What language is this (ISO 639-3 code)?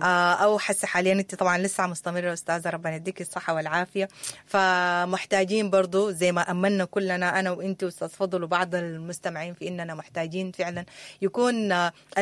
apd